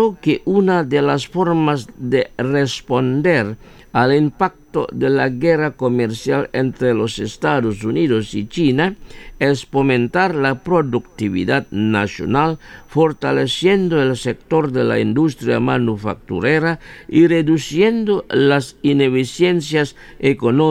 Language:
Spanish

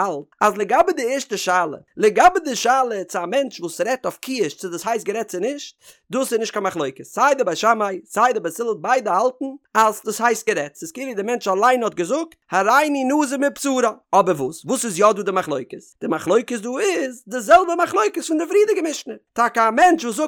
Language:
Yiddish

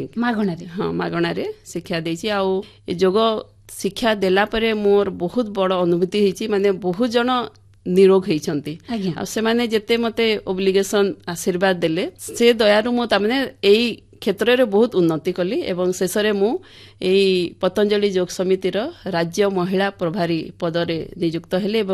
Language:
Odia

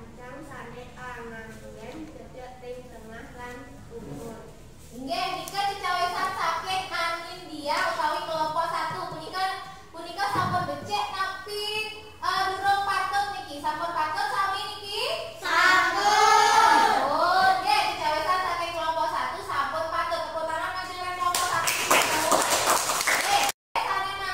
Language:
Balinese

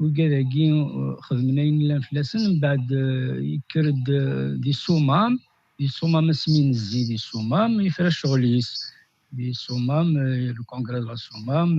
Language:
Kabyle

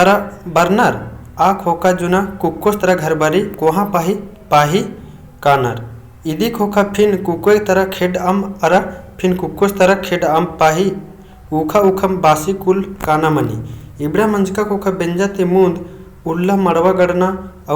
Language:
Kurukh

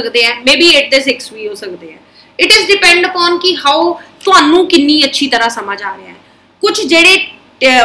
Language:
Punjabi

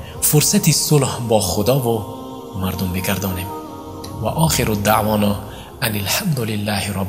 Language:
Tajik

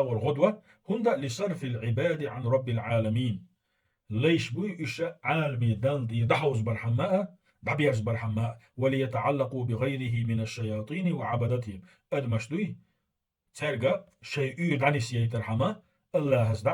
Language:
Chechen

